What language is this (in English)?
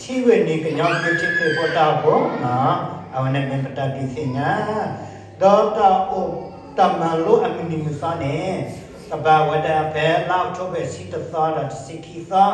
S'gaw Karen